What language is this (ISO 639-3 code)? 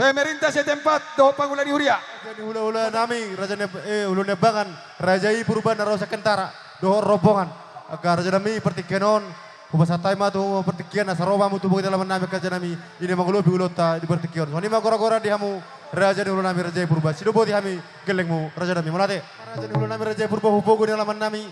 bbc